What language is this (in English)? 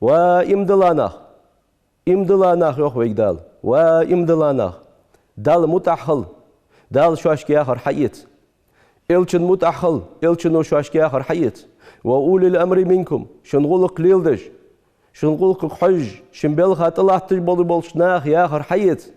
Ingush